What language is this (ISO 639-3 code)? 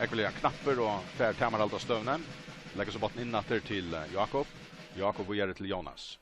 fao